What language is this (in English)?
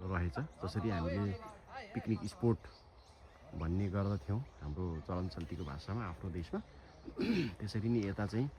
Nepali